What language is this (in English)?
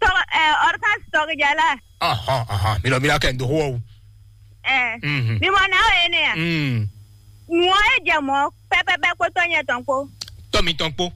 Fon